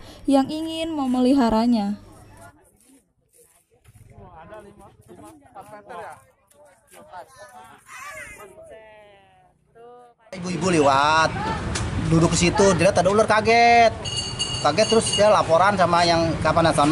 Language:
Indonesian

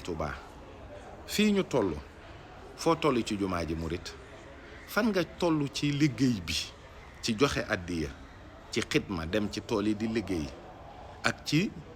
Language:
Wolof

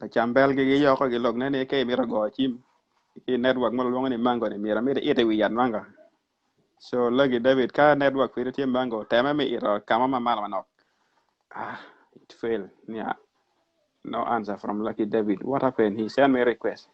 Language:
Acoli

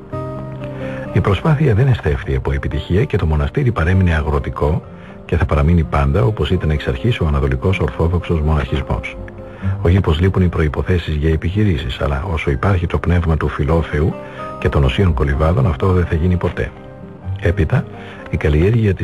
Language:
Greek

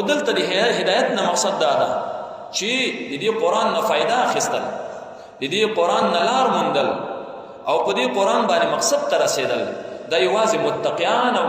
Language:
Pashto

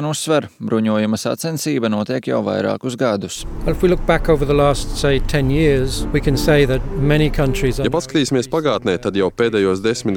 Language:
Latvian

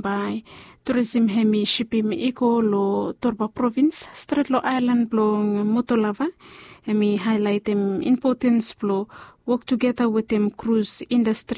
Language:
Bislama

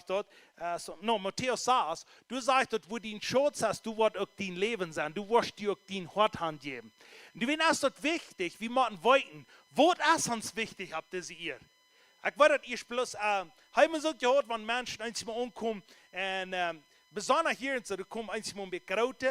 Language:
Plautdietsch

